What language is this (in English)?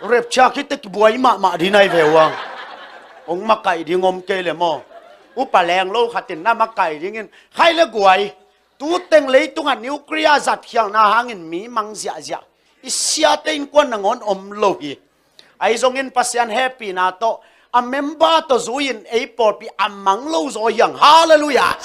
Tedim Chin